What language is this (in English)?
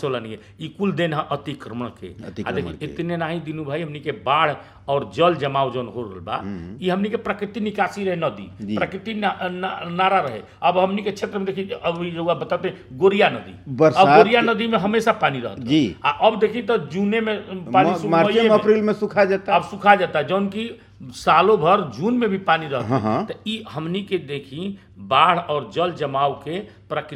Bhojpuri